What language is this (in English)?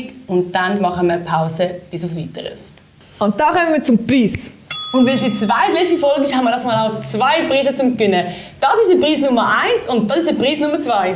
Swiss German